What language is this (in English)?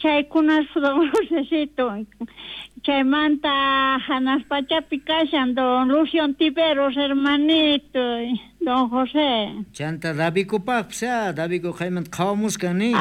South Bolivian Quechua